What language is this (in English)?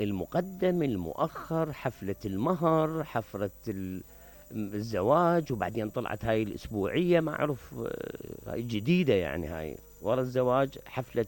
Mesopotamian Arabic